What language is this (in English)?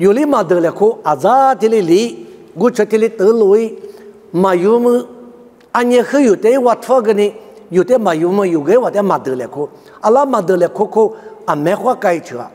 Lisu